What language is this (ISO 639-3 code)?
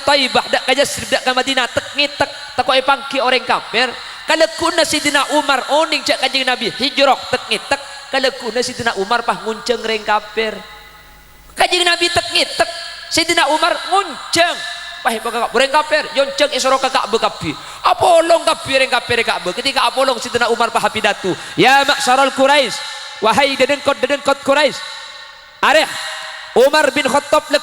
mad